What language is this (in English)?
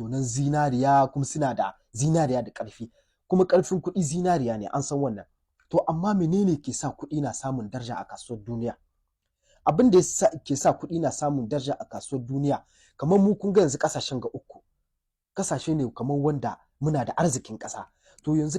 Hausa